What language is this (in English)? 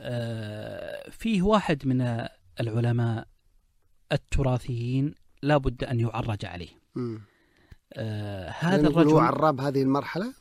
Najdi Arabic